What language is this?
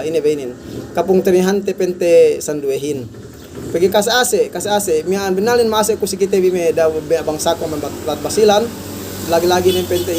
Yakan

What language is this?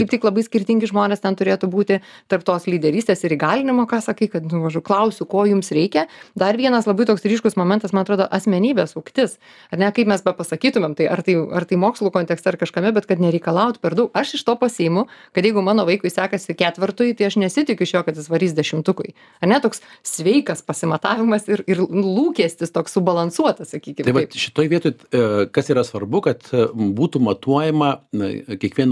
Lithuanian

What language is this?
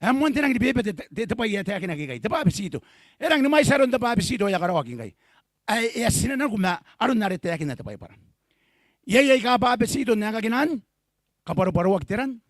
Gilbertese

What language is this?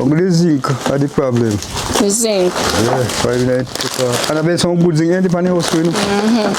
Jamaican Creole English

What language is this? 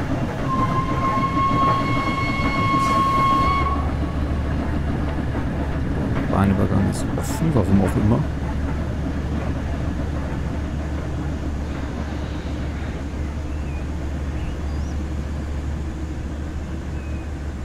German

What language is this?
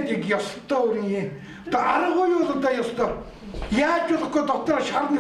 Mongolian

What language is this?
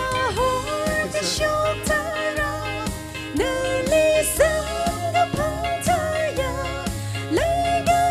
Tangkhul Naga (India)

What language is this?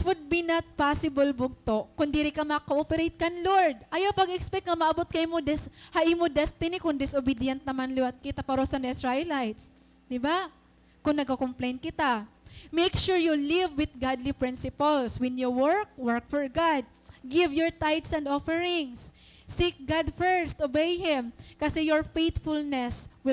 Waray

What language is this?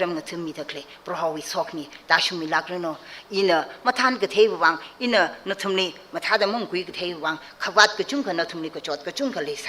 Tangkhul Naga (India)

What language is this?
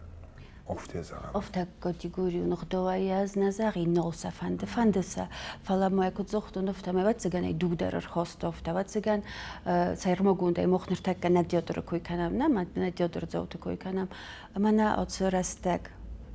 Ossetic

